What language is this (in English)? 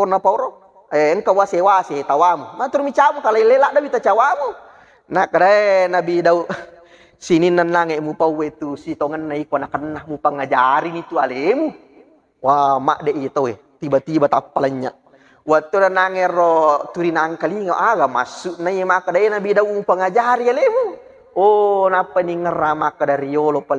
Buginese